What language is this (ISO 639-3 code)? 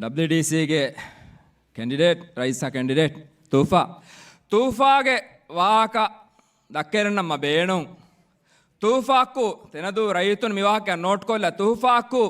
div